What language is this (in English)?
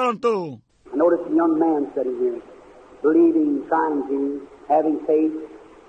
Odia